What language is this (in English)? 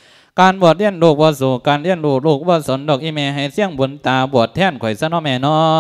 Lao